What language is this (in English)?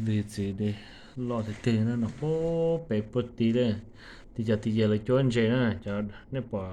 Hmong